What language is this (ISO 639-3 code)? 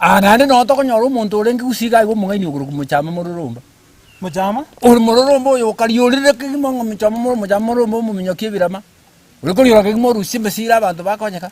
guz